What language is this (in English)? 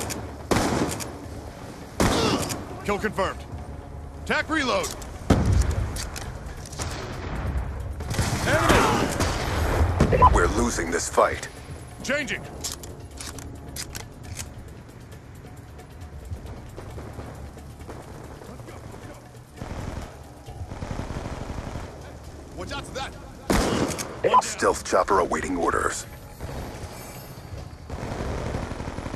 English